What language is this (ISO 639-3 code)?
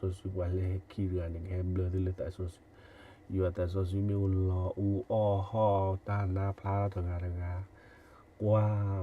ksw